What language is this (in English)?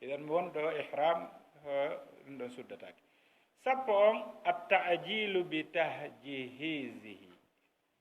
Fula